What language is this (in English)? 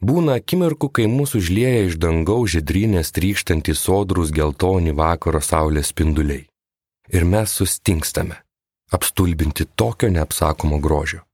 Lithuanian